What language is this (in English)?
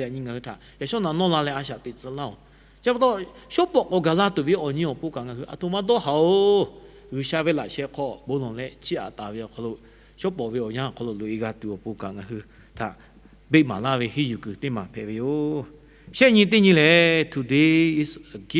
Lahu